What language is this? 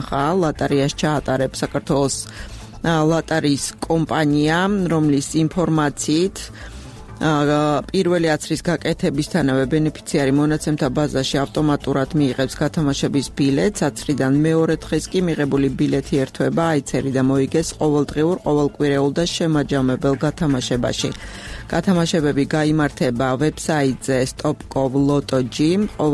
Georgian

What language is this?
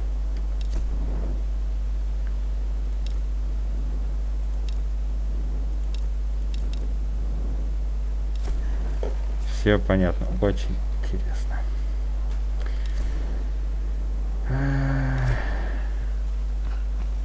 Russian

